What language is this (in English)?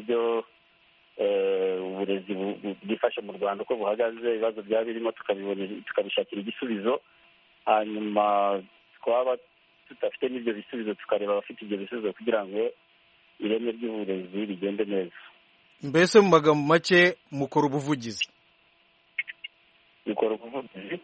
Kinyarwanda